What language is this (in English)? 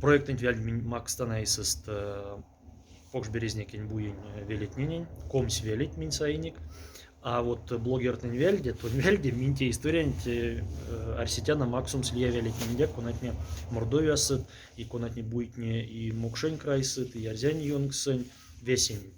Moksha